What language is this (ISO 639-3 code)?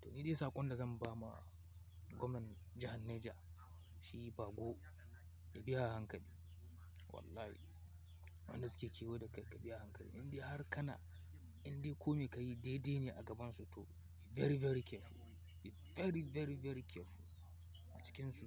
hau